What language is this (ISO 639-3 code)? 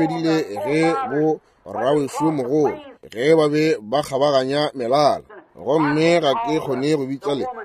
nso